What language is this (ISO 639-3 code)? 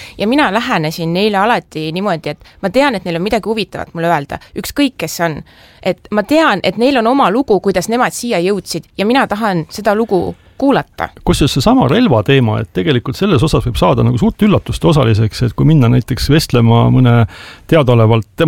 est